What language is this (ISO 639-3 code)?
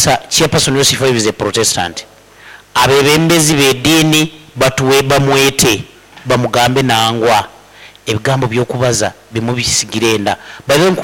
nyn